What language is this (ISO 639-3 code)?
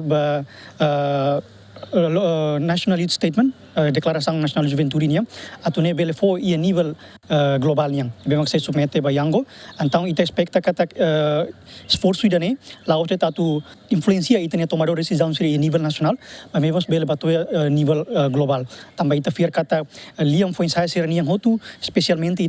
tet